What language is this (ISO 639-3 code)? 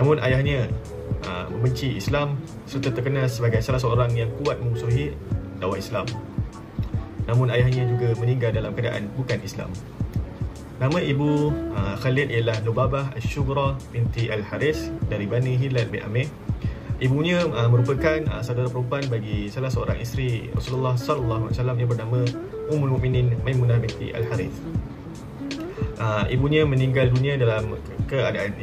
msa